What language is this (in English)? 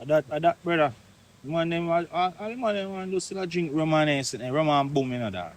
Jamaican Creole English